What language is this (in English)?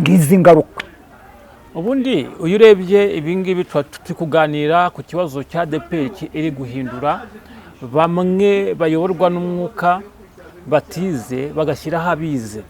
Kinyarwanda